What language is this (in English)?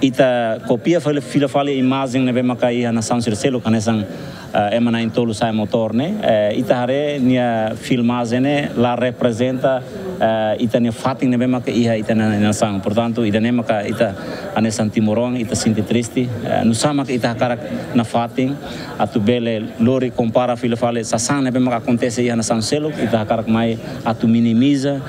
Tetum